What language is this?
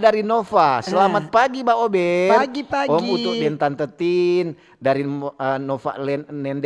Manado Malay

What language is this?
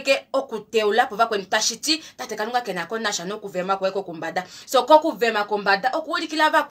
Kuanyama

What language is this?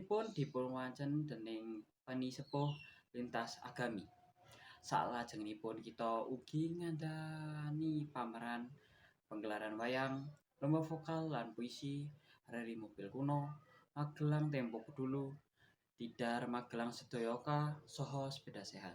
Javanese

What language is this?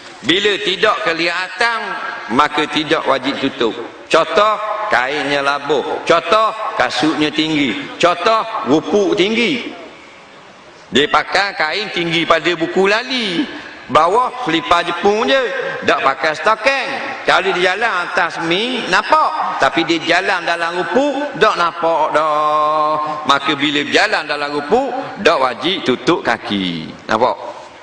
Malay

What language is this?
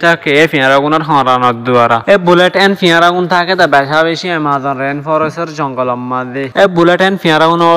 Rohingya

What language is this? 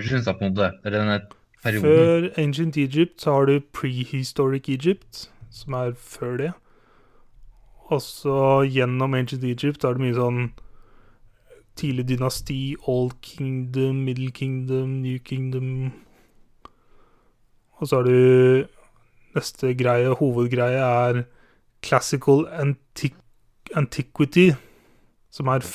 Norwegian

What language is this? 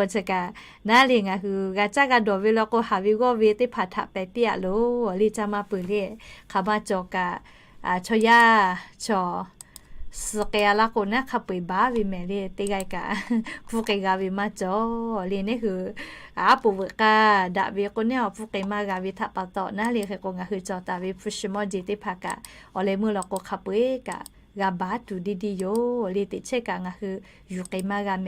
Lahu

